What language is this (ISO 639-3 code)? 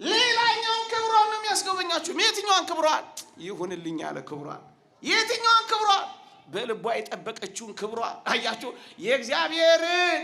amh